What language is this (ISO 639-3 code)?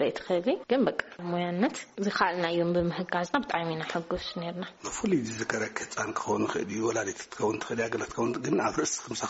tir